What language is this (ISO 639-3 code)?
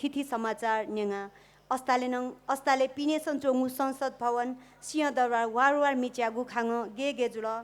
new